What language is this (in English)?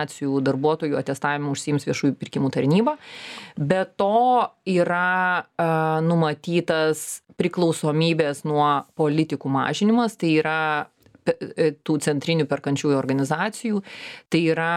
Lithuanian